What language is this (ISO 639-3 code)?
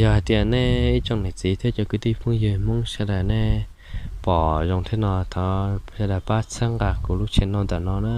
hmn